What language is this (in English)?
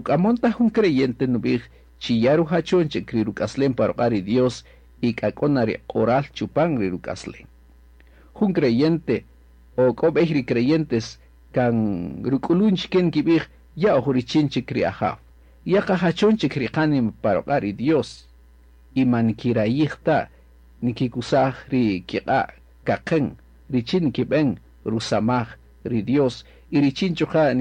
Kaqchikel